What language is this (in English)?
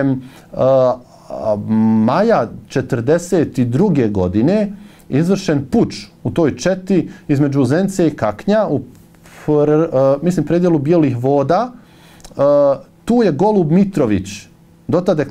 Bosnian